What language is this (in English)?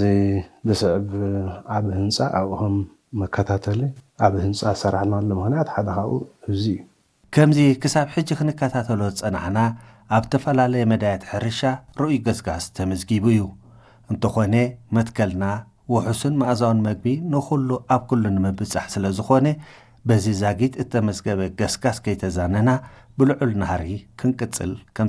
Tigrinya